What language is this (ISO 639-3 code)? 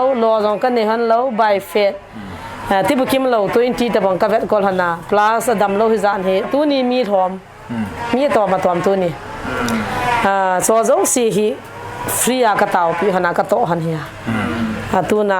pck